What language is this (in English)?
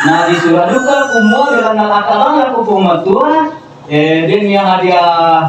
Toraja-Sa'dan